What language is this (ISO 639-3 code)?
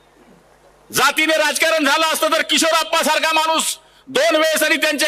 mar